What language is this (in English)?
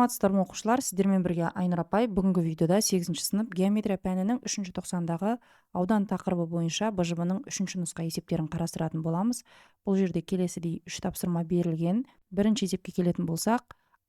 Kazakh